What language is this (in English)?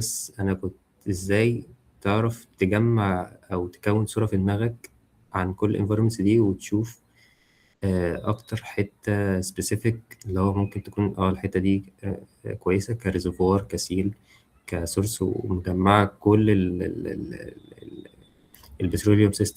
Egyptian Arabic